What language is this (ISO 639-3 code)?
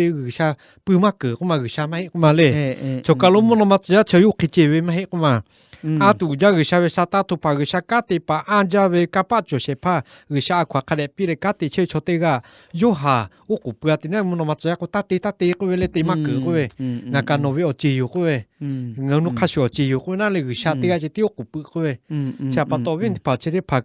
lhu